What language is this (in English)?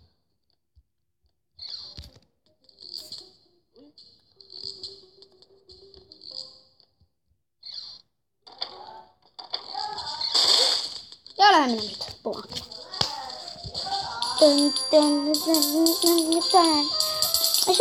Estonian